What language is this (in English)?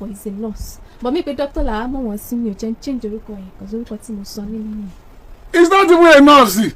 Yoruba